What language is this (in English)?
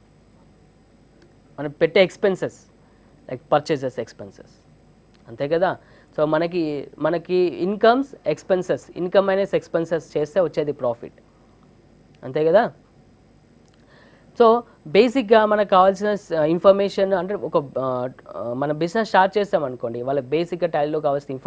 Telugu